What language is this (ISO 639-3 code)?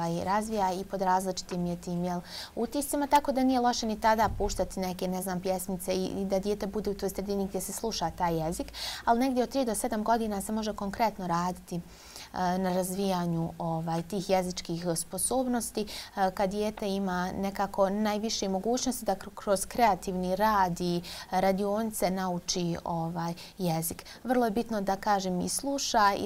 bos